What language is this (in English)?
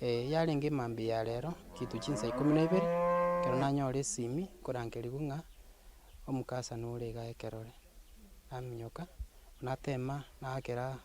Gusii